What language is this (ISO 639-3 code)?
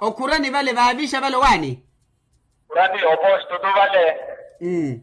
vmw